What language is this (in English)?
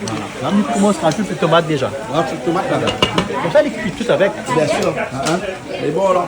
Réunion Creole French